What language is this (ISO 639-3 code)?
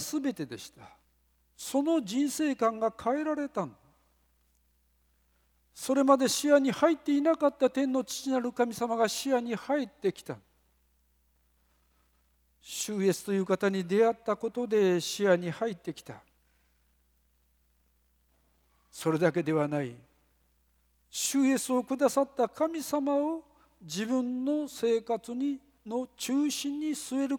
jpn